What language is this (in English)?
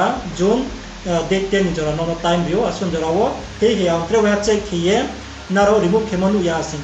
Riang (India)